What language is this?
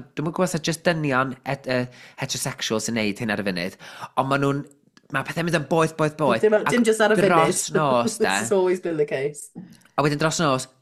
Welsh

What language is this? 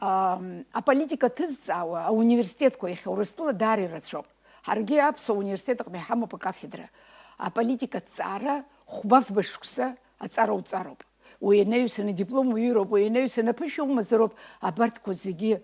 Abkhazian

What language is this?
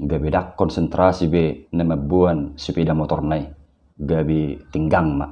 Batak Toba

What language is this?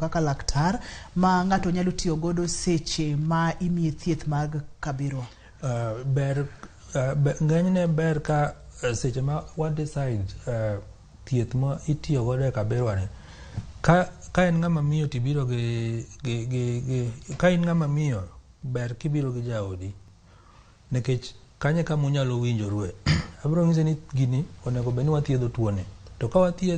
Luo (Kenya and Tanzania)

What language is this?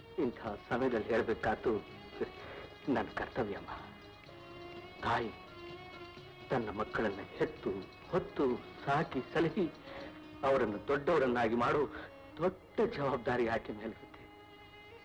Kannada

